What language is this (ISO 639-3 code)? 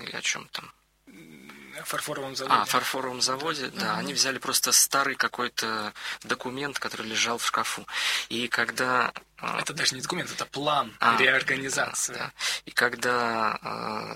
rus